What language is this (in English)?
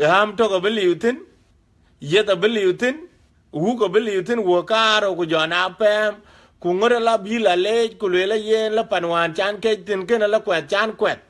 Dinka